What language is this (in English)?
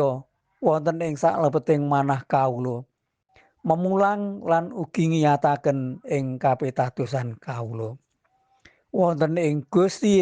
Javanese